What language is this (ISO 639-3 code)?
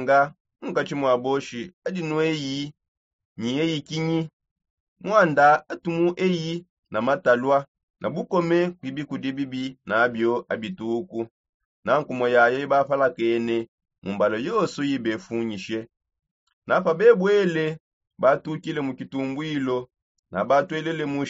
sop